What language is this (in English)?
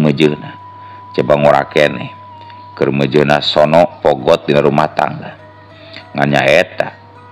Sundanese